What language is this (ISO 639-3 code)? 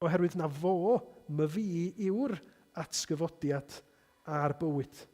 cym